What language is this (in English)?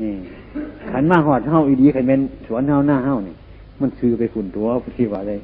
Northeastern Thai